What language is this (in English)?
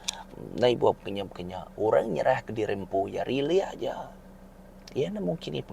Iban